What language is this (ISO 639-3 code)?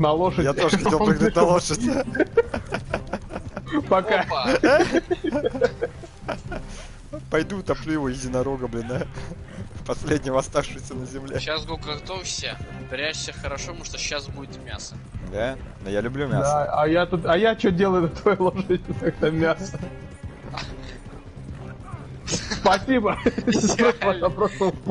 rus